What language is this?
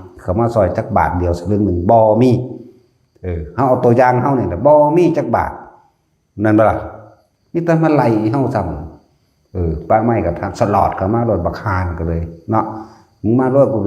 Northeastern Thai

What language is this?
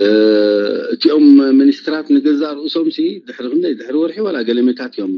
Tigrinya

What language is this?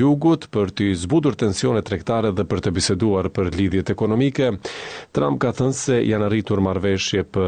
Albanian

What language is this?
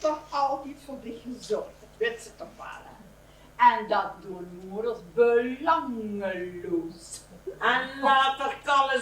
Limburgish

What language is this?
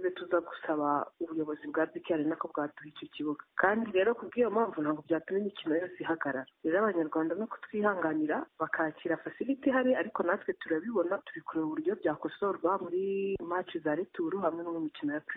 Kinyarwanda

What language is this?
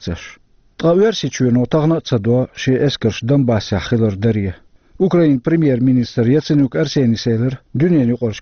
Chechen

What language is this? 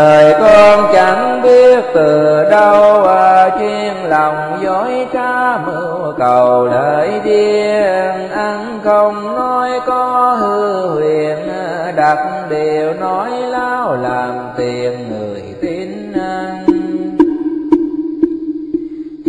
Vietnamese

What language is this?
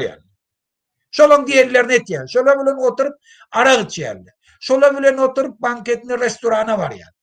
Turkmen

